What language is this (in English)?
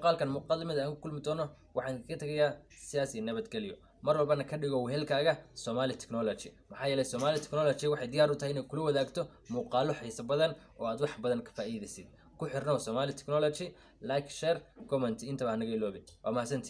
Somali